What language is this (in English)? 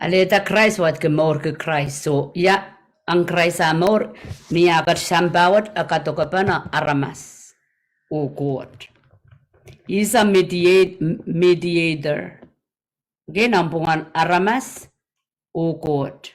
Pohnpeian